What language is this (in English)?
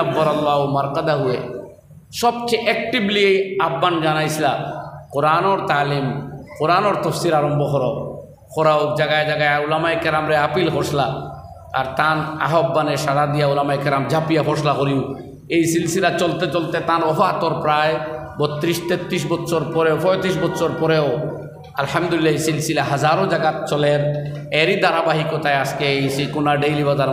Sylheti